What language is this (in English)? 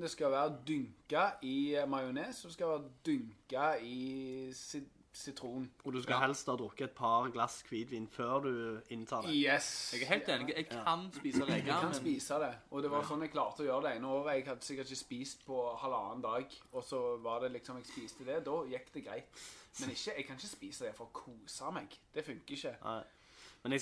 Norwegian